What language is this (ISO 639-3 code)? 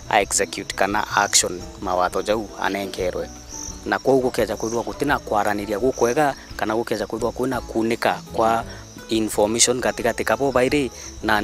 mer